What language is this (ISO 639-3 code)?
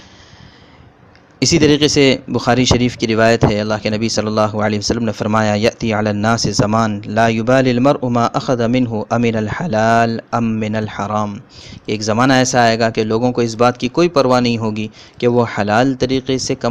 urd